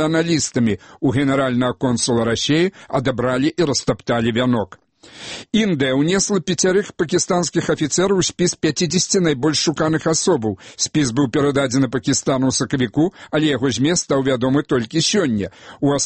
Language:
Belarusian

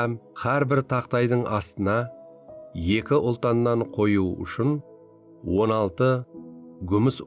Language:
Kara-Kalpak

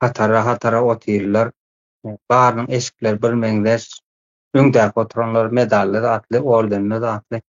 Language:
Turkmen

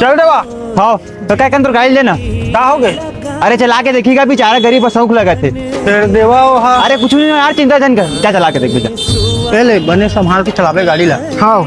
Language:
Chhattisgarhi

